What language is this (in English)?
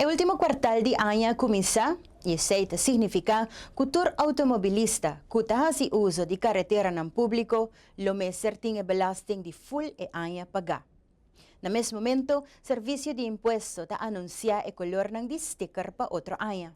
Papiamento